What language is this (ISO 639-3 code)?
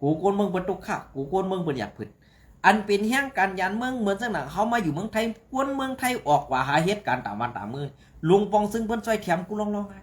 shn